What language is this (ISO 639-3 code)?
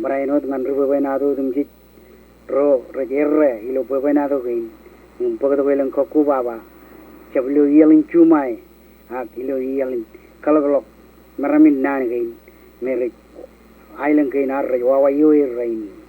mah